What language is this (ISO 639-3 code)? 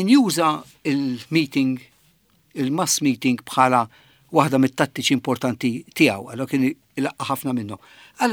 mlt